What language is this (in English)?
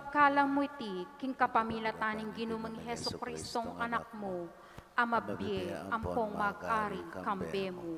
Pampanga